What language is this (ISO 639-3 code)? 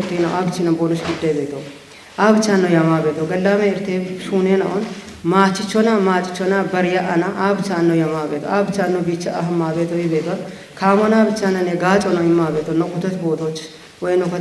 kbr